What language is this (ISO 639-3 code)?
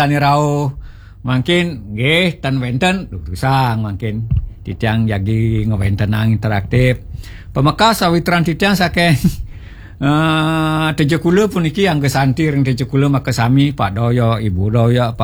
ban